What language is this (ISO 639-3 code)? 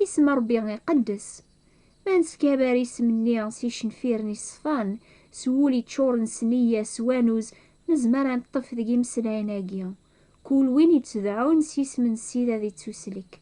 kab